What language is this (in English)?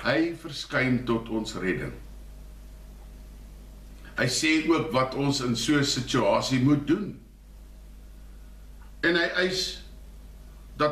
Afrikaans